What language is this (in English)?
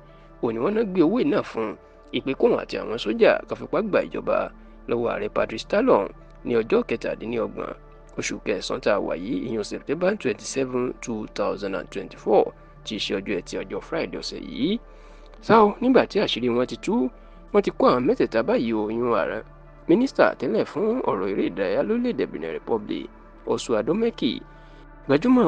Yoruba